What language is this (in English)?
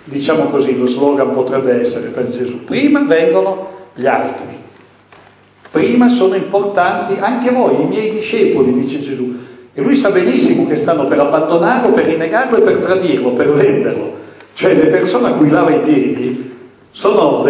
Italian